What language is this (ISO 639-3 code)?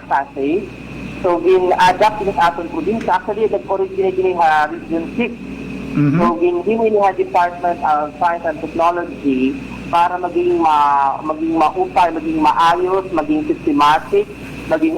war